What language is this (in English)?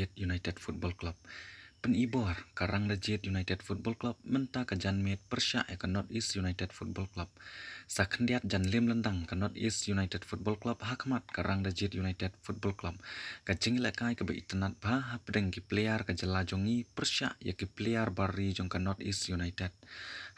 Khasi